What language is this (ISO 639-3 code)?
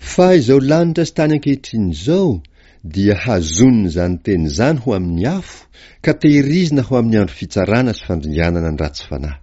mlg